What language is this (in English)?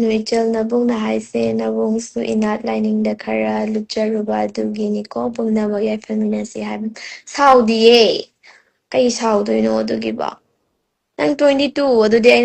Manipuri